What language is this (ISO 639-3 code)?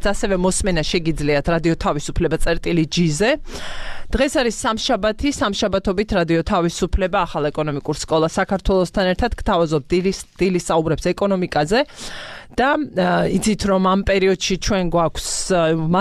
kat